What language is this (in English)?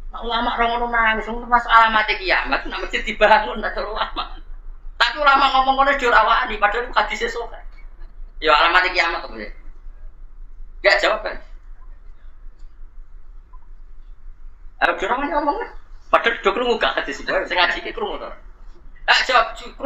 Javanese